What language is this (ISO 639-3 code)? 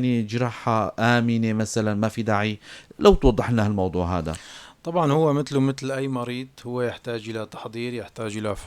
apc